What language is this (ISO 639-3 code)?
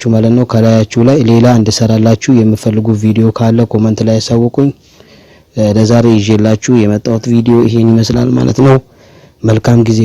amh